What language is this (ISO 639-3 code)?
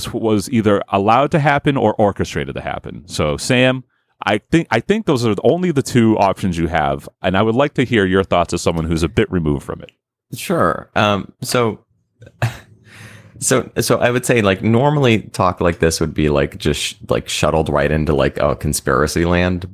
eng